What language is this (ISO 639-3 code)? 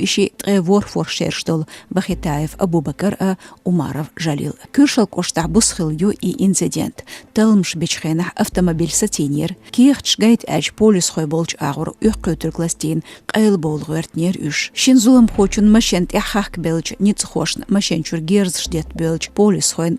che